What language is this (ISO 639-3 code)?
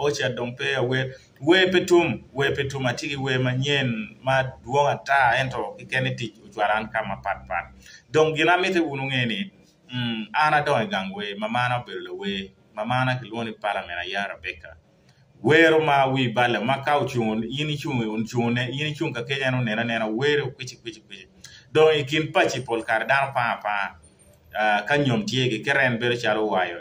ach